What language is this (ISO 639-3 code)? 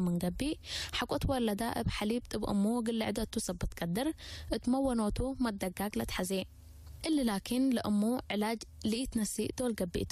tig